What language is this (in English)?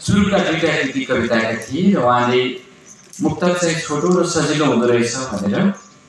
Nepali